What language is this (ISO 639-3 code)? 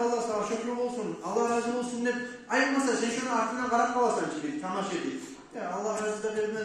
kum